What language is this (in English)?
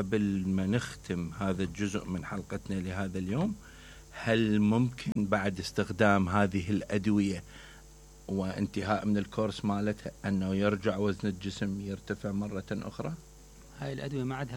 Mesopotamian Arabic